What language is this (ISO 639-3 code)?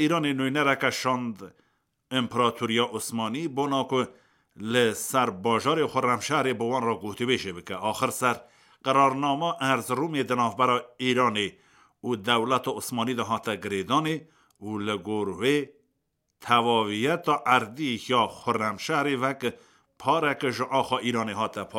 kur